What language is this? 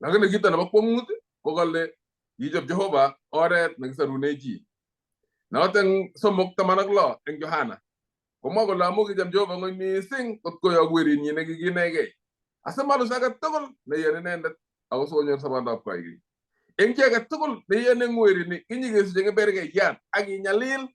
Kalenjin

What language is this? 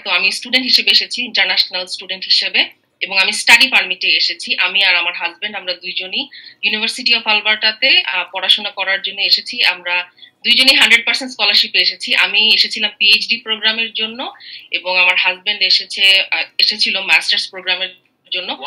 Bangla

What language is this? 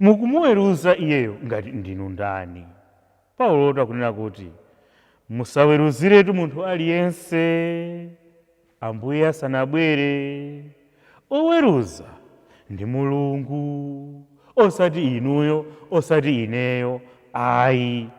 Nyanja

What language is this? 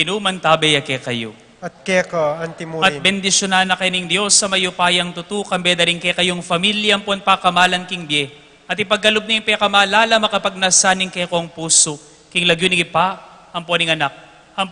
Pampanga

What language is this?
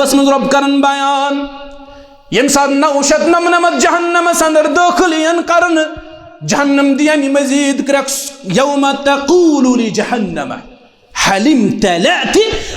Kashmiri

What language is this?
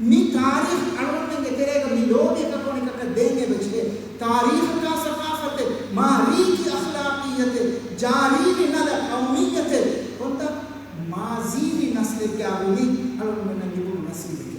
Divehi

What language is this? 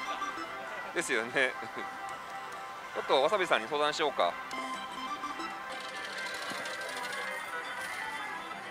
Japanese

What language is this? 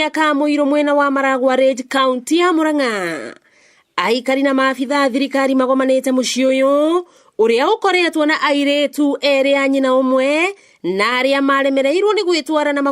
Kikuyu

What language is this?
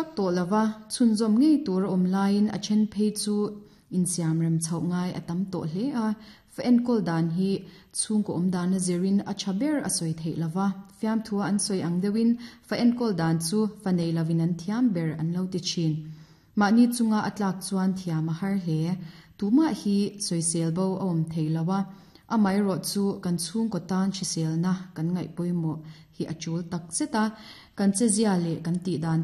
Mizo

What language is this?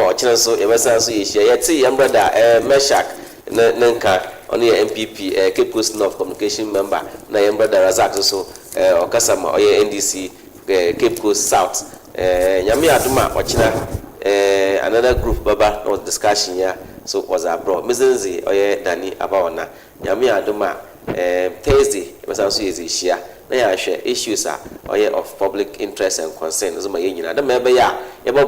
Akan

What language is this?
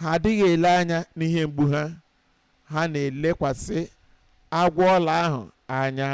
Igbo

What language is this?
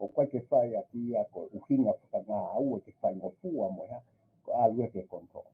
Tongan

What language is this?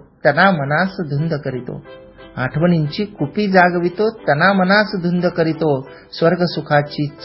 Marathi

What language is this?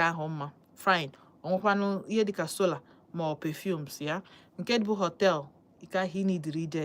Igbo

